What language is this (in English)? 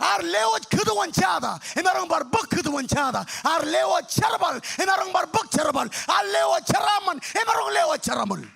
Marshallese